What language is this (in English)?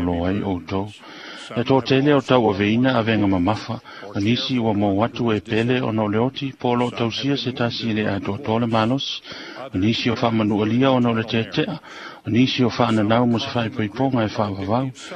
Samoan